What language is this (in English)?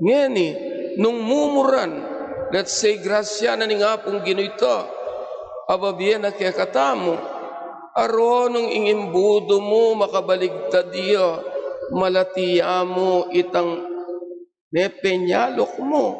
Pampanga